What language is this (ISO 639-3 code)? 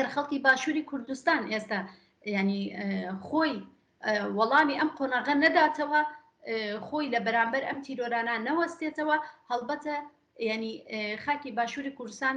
ckb